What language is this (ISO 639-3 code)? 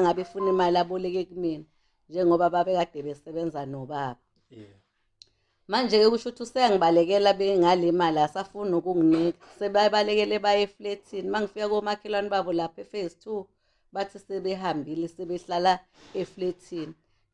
zul